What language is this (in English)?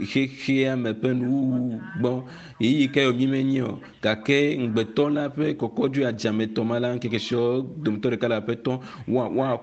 Ewe